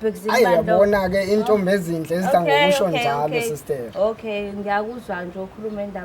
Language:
Zulu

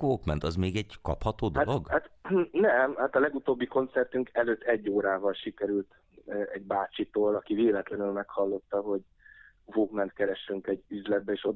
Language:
Hungarian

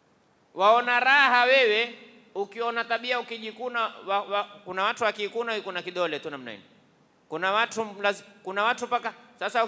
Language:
Swahili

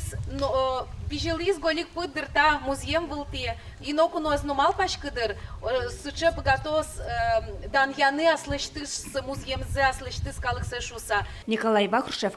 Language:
Udmurt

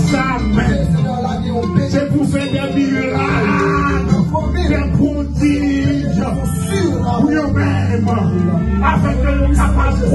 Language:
Haitian Creole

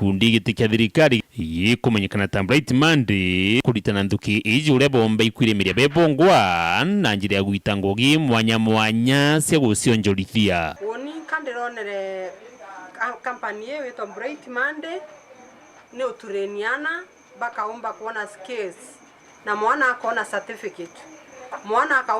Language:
Meru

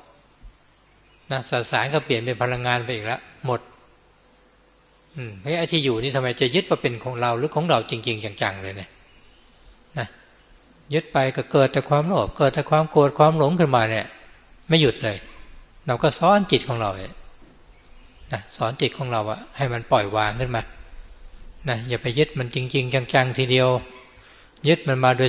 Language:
Thai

